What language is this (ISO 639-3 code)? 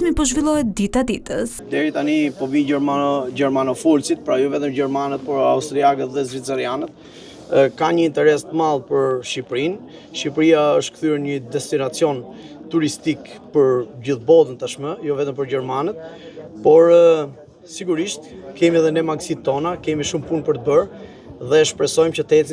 sqi